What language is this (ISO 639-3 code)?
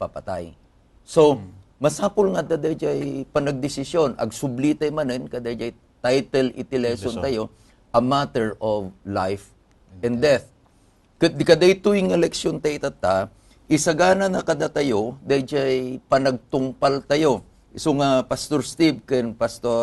ilo